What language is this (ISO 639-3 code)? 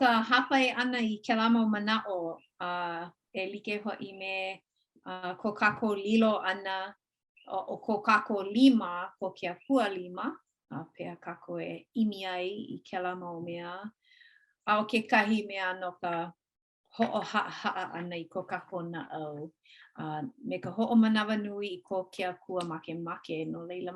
haw